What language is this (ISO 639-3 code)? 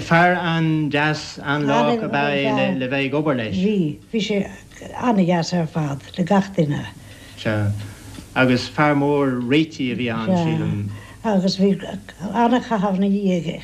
gle